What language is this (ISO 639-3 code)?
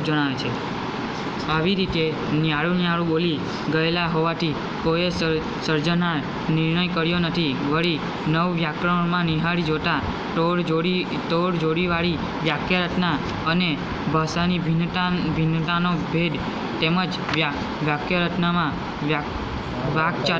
guj